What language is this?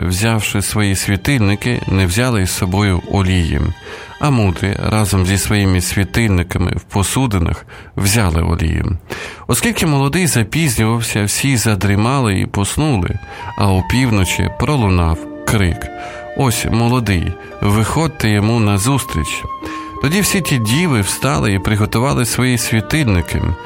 Ukrainian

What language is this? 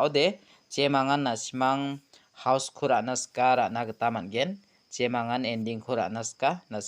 Garo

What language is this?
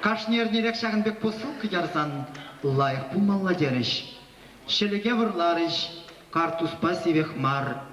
Chuvash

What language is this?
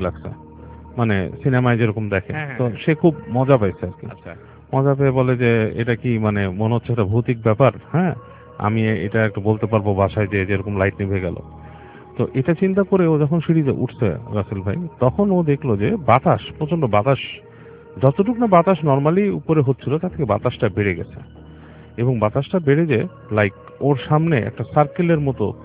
Bangla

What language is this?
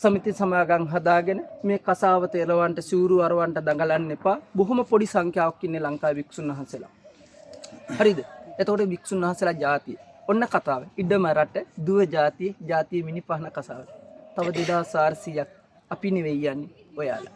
Sinhala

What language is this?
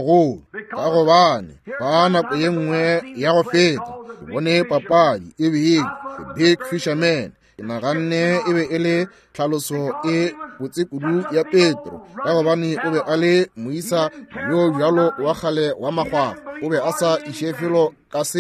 Northern Sotho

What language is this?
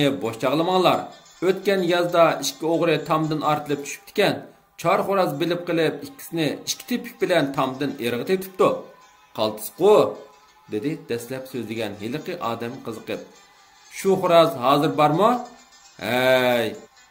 Uyghur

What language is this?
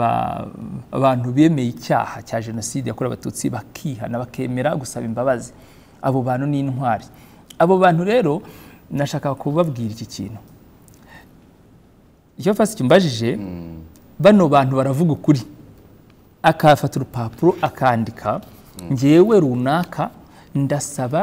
Kinyarwanda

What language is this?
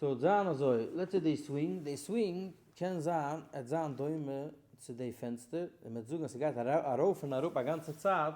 Yiddish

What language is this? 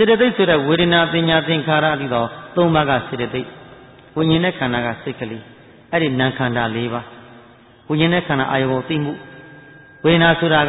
Burmese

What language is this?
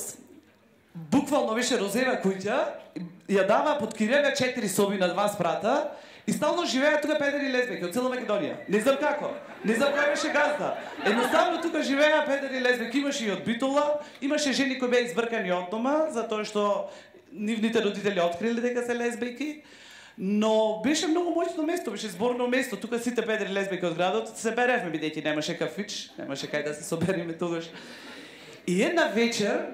Macedonian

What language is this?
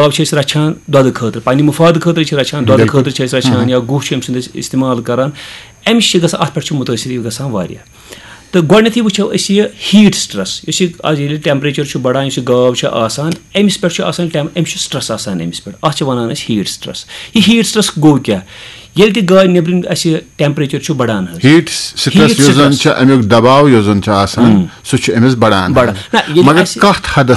Kashmiri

